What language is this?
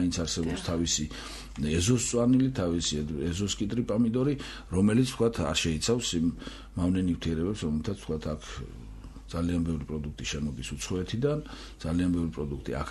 Georgian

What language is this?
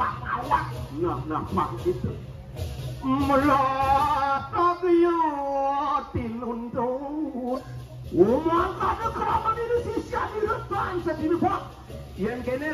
Balinese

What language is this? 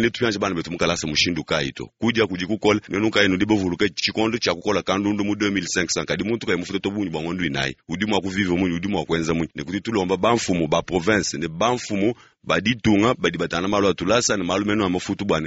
Luba-Lulua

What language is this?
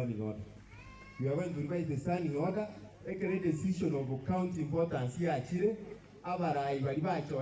Gusii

